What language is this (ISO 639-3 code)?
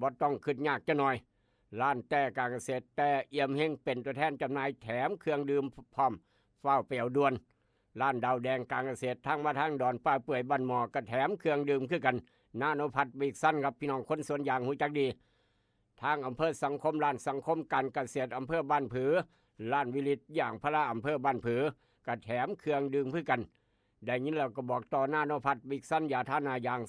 tts